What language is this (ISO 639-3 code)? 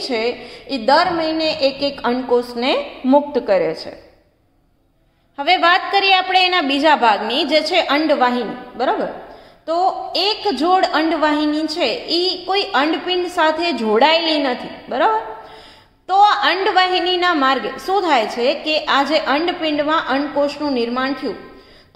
guj